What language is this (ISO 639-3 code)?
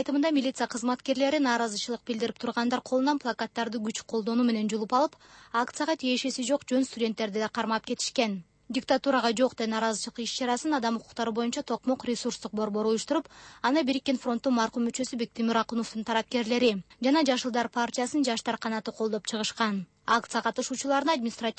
kir